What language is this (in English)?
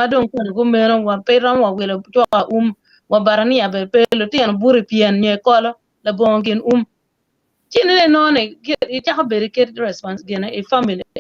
Acoli